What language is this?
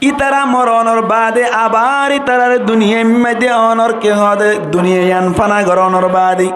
Rohingya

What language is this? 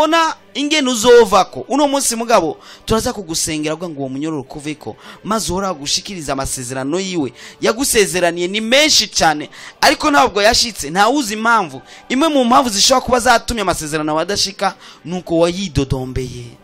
Rundi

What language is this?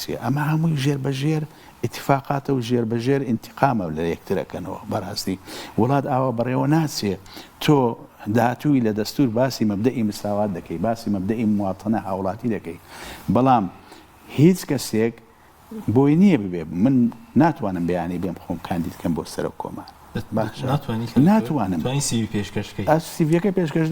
Central Kurdish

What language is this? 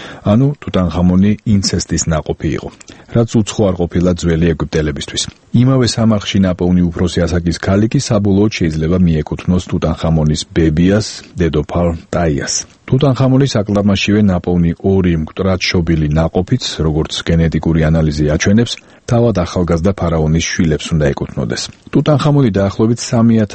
Georgian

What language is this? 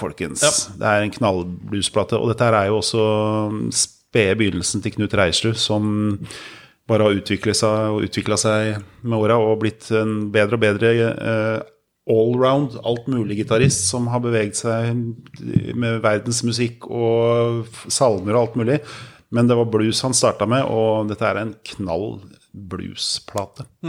Norwegian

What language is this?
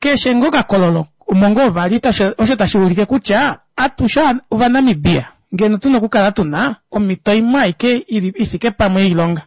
Kuanyama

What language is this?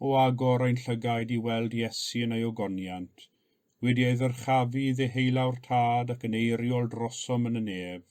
Welsh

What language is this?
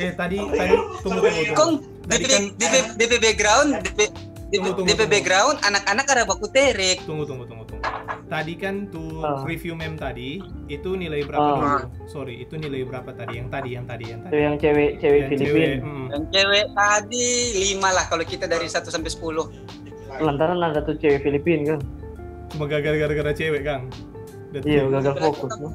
Manado Malay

